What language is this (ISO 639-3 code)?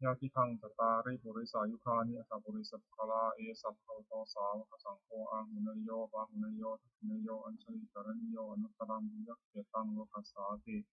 pli